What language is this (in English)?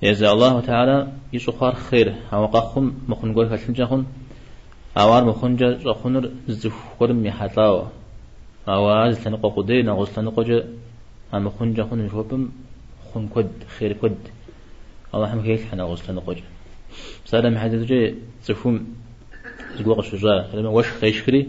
Kabardian